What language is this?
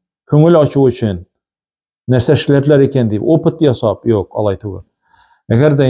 Tatar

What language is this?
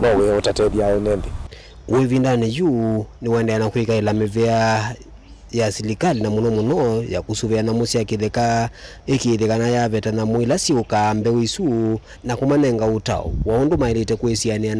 Kamba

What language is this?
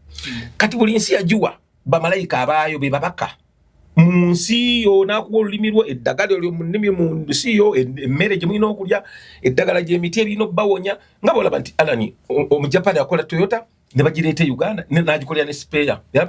Ganda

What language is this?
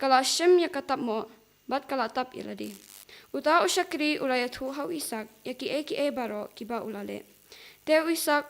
Khasi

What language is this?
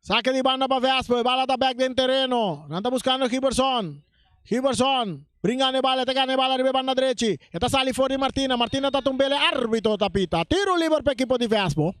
Papiamento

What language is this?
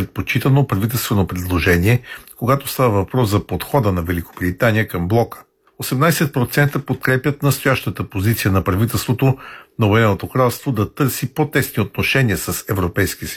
Bulgarian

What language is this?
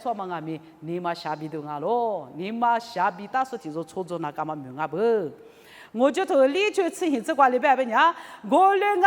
Lisu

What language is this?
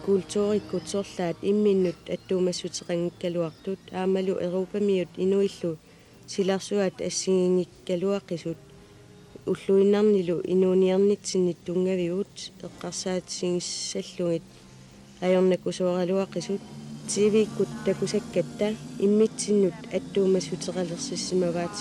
Kalaallisut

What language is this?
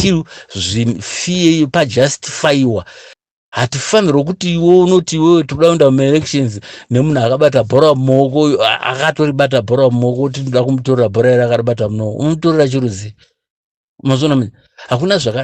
Shona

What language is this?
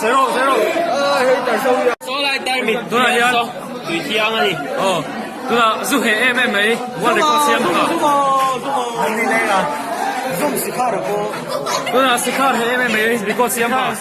Mizo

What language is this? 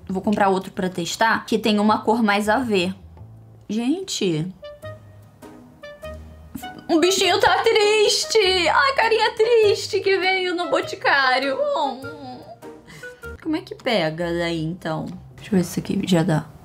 Portuguese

